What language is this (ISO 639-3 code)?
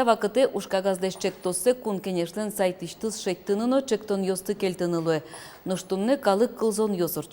udm